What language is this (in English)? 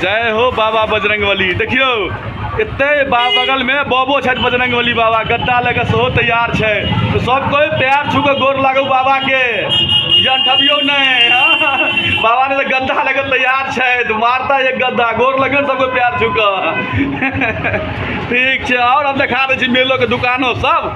Maithili